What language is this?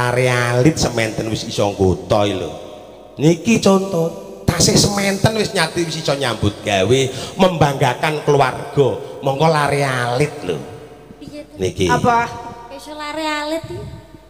Javanese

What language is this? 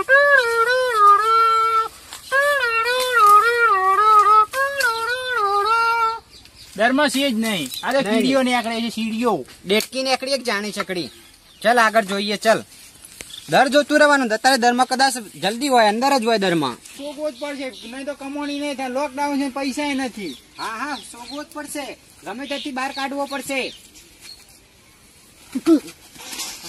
Gujarati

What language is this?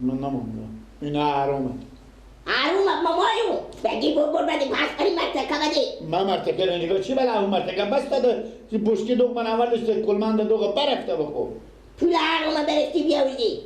Persian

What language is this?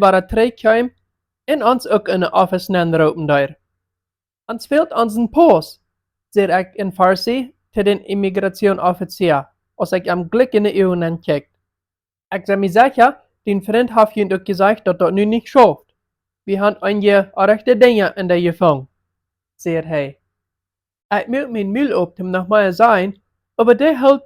Plautdietsch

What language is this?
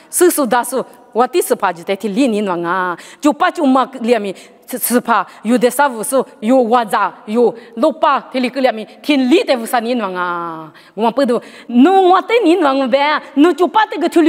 Lisu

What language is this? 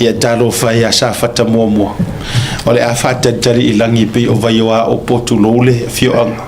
Samoan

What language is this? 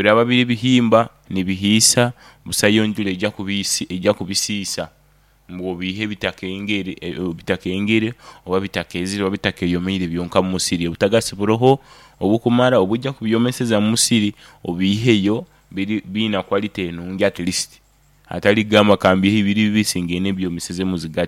Nyoro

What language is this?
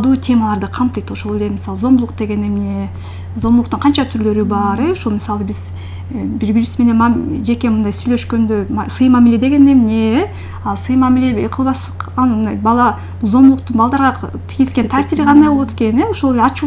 Kyrgyz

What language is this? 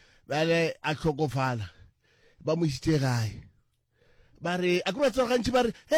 Northern Sotho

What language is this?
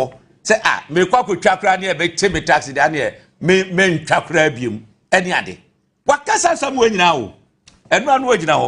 Akan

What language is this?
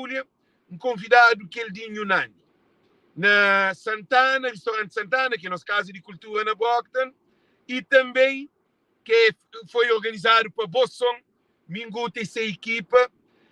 Kabuverdianu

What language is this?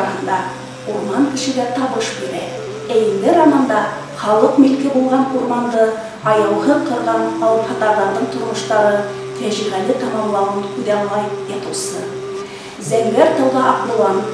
Bashkir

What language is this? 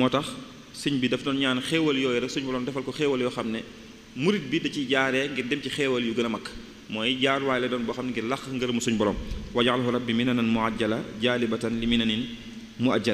Wolof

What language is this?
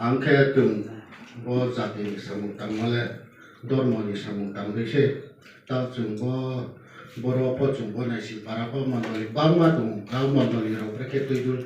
Riang (India)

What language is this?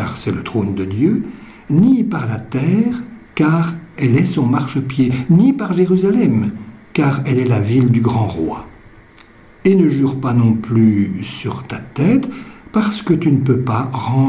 French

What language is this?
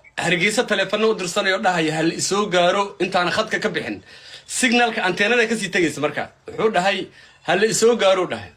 Somali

